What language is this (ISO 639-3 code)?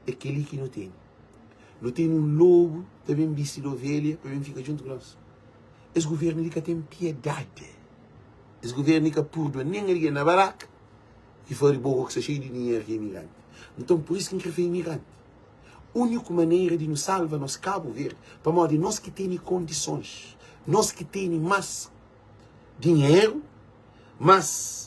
kea